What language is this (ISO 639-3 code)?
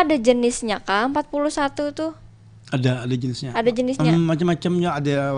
bjn